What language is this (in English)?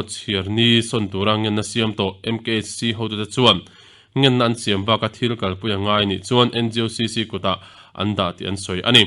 Mizo